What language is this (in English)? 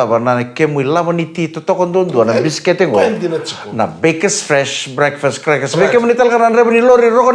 Fijian